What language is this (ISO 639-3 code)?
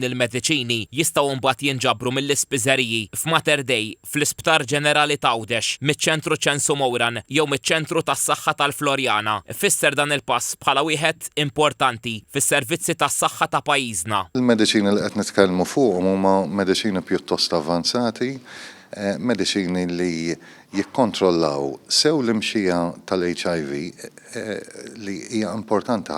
mlt